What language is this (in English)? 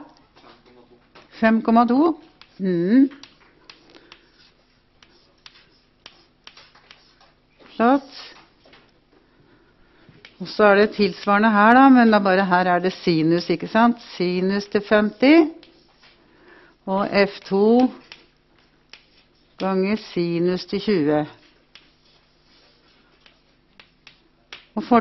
Norwegian